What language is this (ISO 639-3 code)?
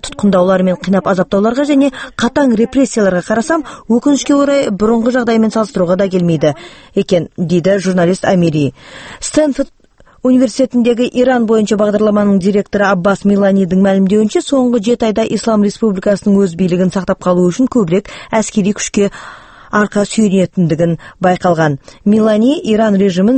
kaz